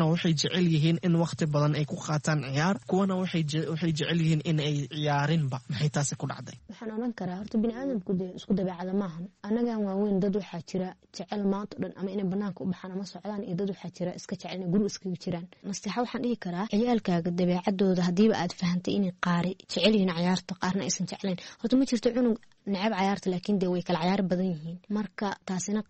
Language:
Somali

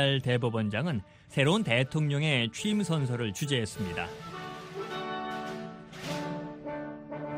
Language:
Korean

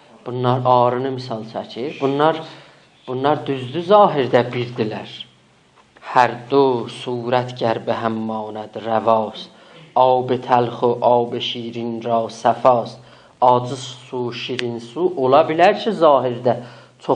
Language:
South Azerbaijani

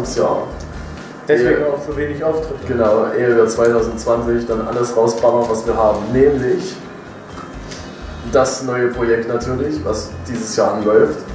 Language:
German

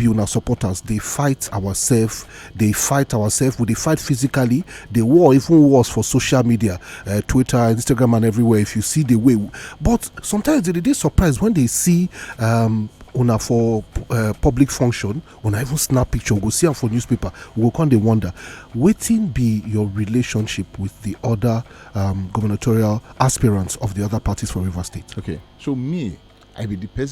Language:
Nigerian Pidgin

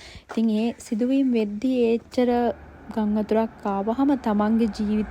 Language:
Sinhala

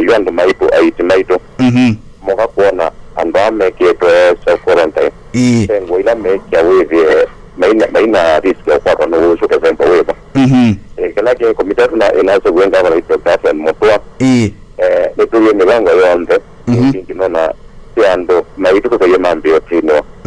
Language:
Kamba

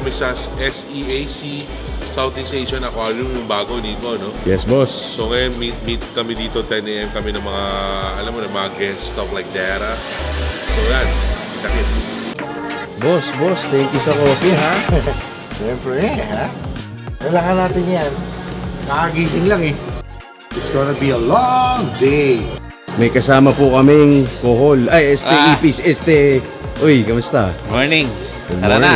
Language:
Filipino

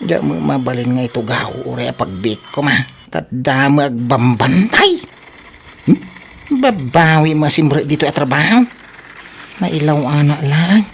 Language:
Iloko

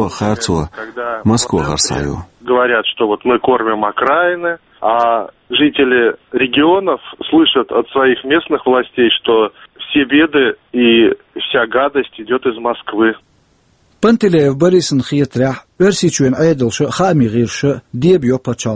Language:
Chechen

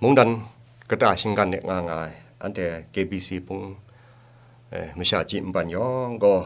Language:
Kachin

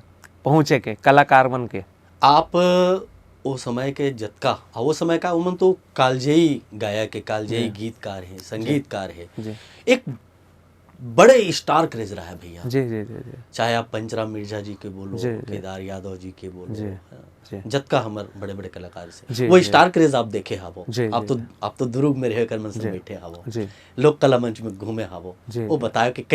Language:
Chhattisgarhi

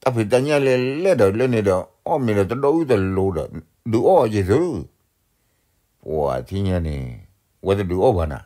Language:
S'gaw Karen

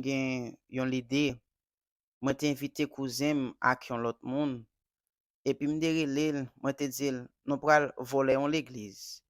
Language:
Haitian Creole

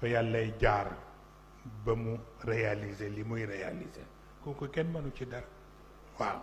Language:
Wolof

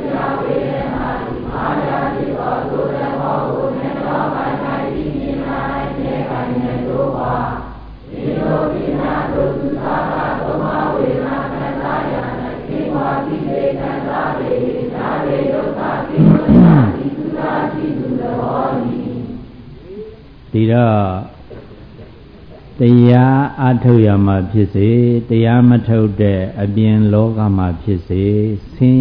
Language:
Burmese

